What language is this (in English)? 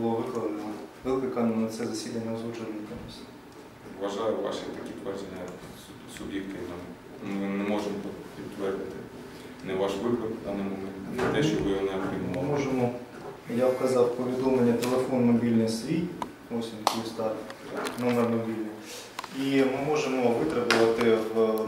Ukrainian